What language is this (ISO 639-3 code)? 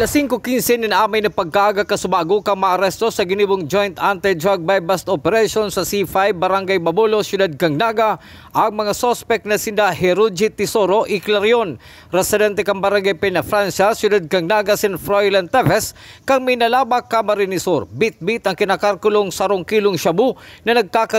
bik